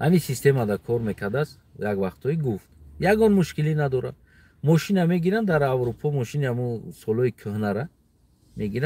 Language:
Tajik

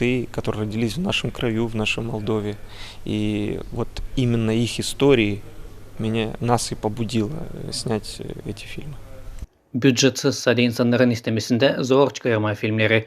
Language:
Gagauz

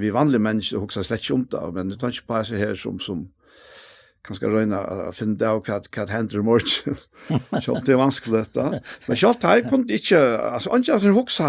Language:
Faroese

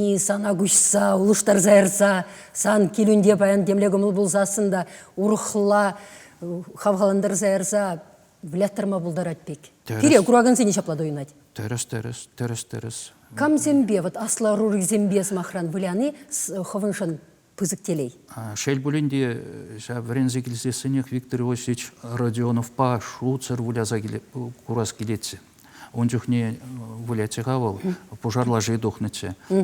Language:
Chuvash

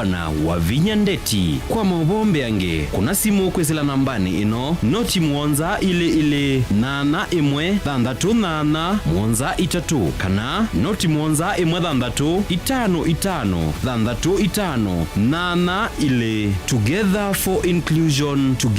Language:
Kamba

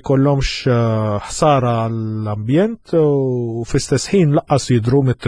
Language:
Maltese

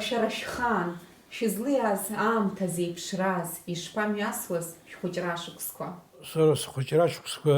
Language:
Abkhazian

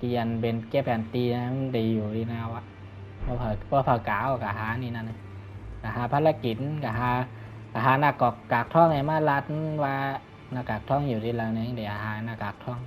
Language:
Shan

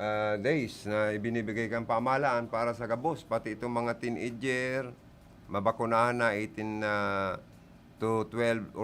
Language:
Bikol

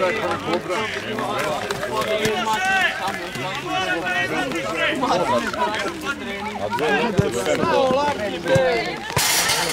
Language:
Serbian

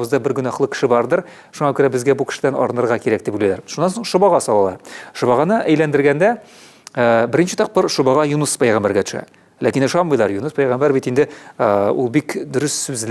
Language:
Tatar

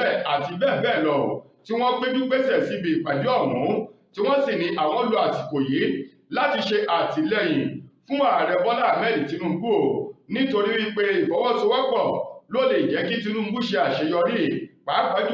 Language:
Yoruba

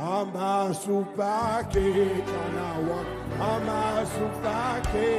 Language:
Seselwa Creole French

